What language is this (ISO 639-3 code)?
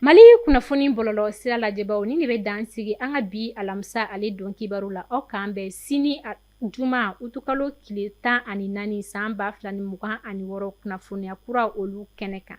bam